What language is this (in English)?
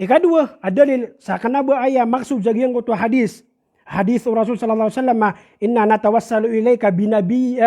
Maranao